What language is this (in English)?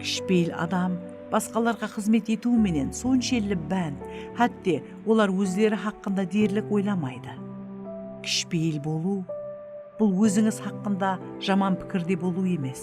Kara-Kalpak